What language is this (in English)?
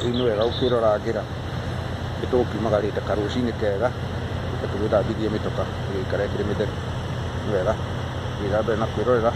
Kikuyu